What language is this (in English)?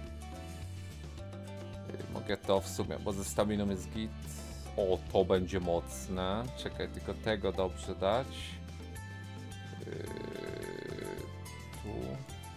Polish